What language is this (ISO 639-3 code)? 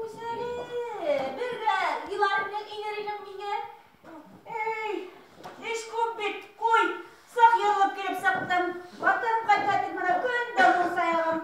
bak